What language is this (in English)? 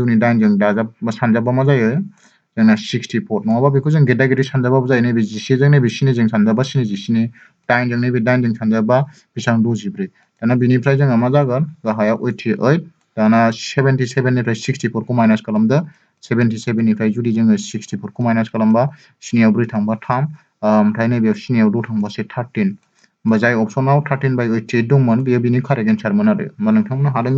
Bodo